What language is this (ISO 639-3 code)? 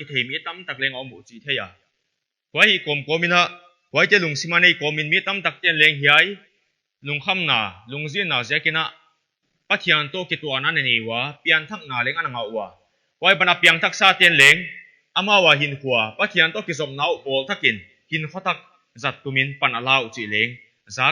pck